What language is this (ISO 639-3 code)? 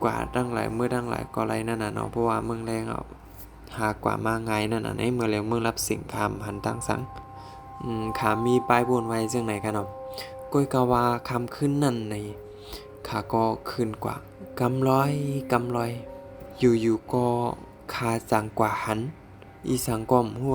shn